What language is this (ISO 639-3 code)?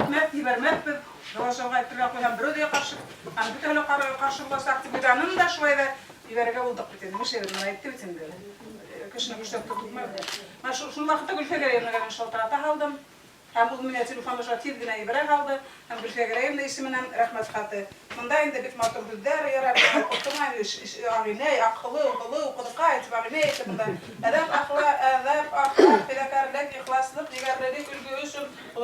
bak